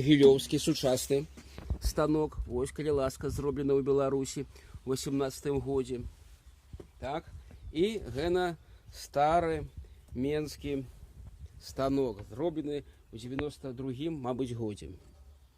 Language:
Belarusian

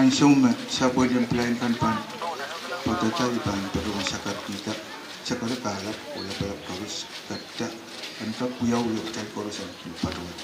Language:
Pohnpeian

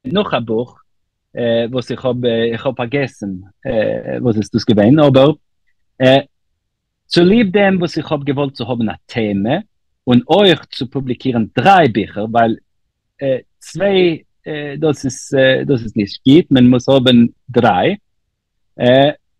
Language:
Yiddish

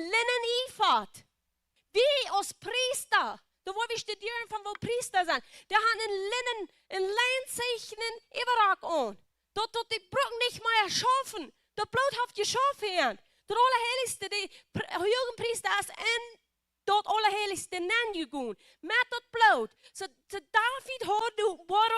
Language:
Plautdietsch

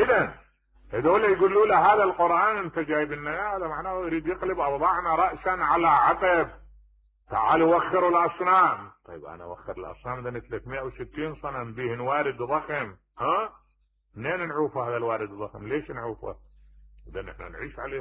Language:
Mesopotamian Arabic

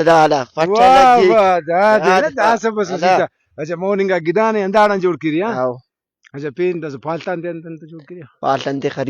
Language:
Brahui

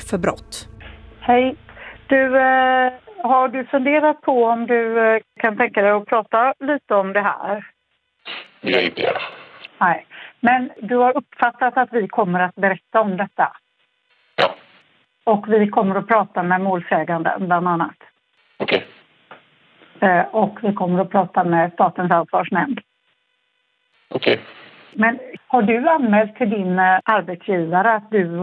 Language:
Swedish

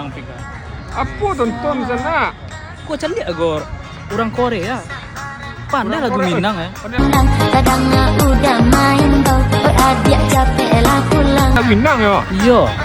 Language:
Minangkabau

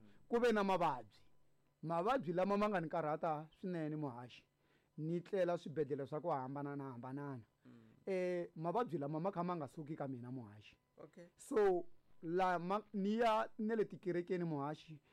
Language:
Tsonga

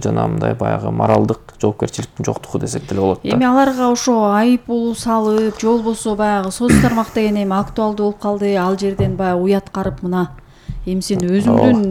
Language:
Kyrgyz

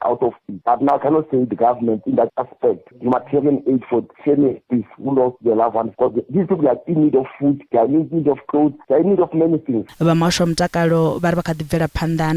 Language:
Venda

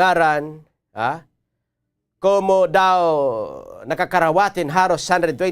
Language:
Waray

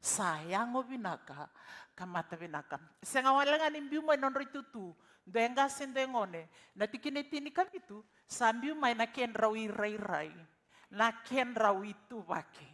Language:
Fijian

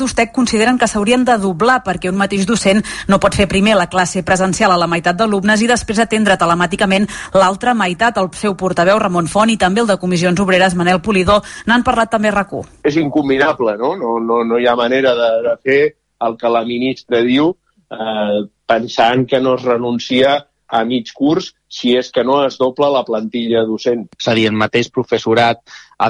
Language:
Catalan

